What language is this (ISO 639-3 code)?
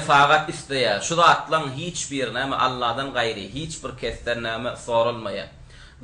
tuk